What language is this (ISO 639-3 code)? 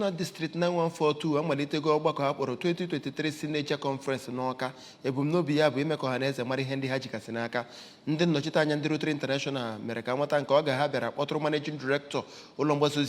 ibo